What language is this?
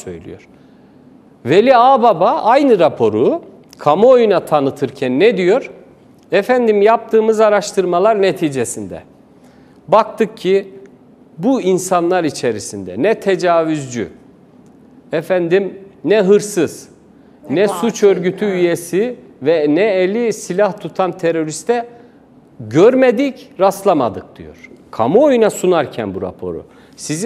Turkish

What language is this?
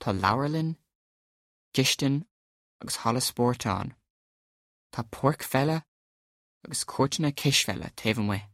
Irish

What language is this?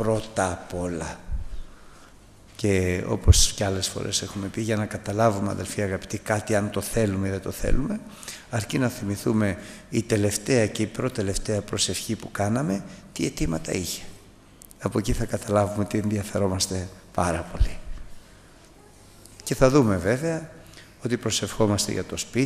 Greek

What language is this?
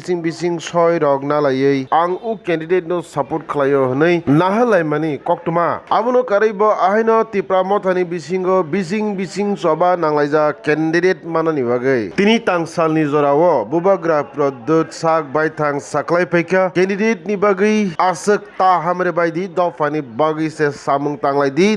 Kok Borok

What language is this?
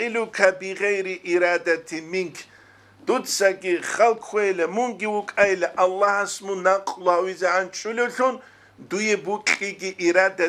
Avaric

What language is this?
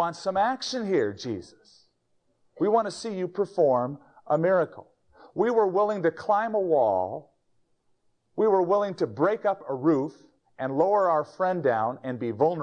English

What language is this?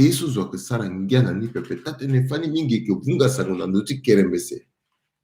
Sango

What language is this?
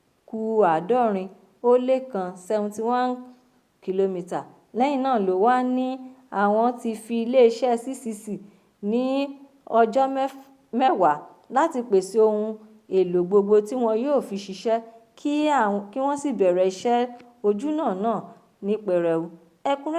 Yoruba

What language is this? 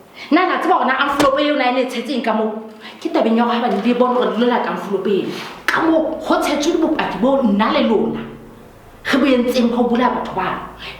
Southern Sotho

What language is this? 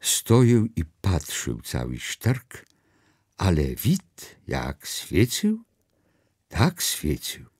Kashubian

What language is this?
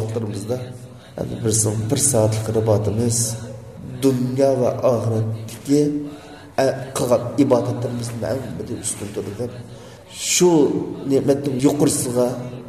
Uyghur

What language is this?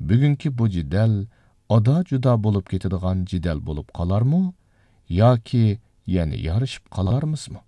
Uyghur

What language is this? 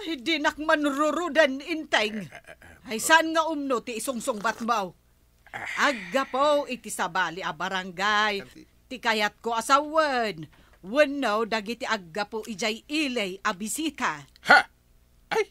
Iloko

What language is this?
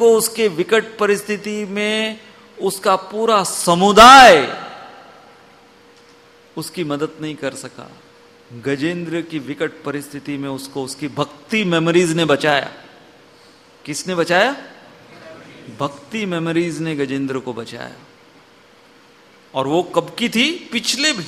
Hindi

